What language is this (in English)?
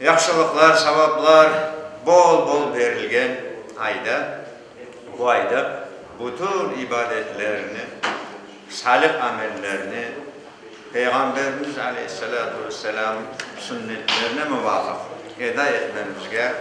Crimean Tatar